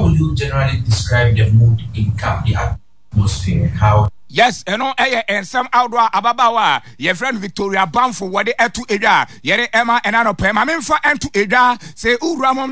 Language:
Akan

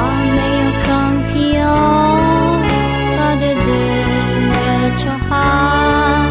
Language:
Akha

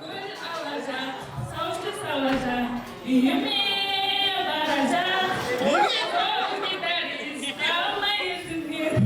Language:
Kara-Kalpak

